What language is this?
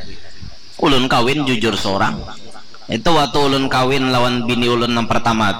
Banjar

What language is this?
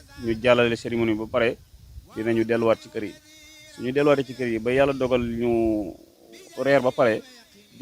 Wolof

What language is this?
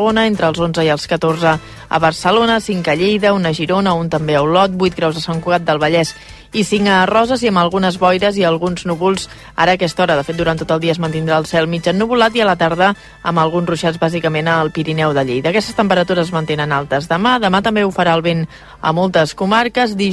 Catalan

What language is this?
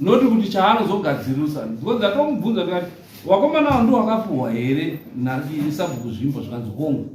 Shona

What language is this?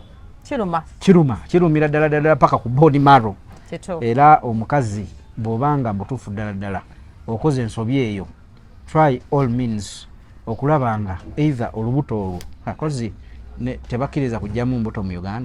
Ganda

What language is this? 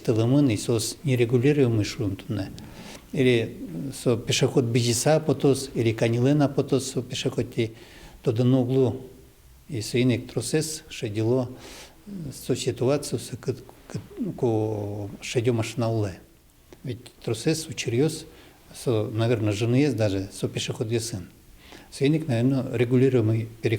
Udmurt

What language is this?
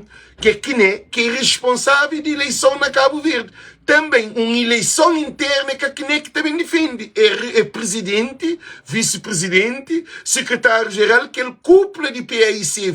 Kabuverdianu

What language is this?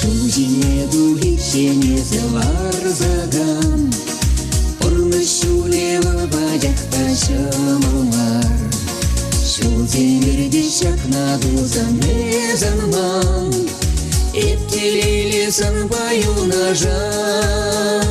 Chuvash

